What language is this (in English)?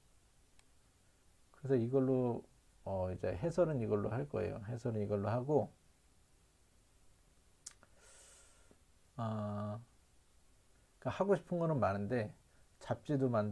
Korean